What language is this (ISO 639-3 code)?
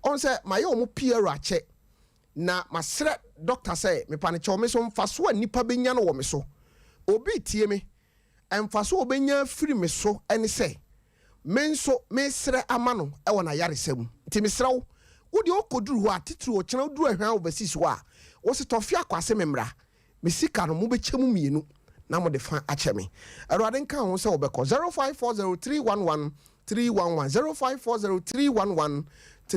aka